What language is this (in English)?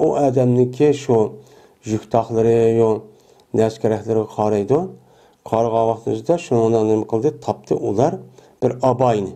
Uyghur